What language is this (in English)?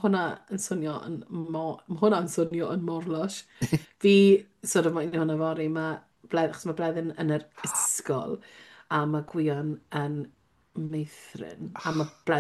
Welsh